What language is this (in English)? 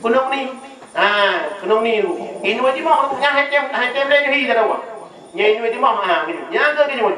Achinese